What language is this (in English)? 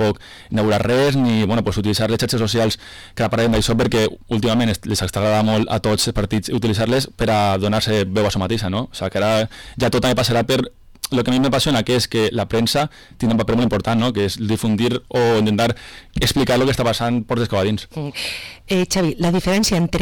Catalan